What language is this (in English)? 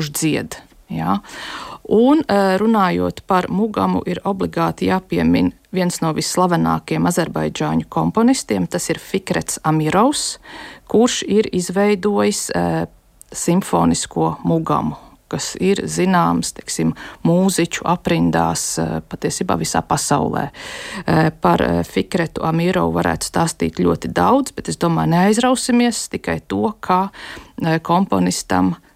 Latvian